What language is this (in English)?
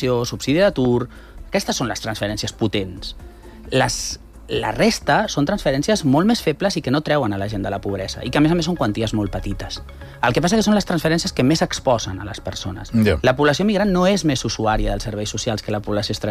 Catalan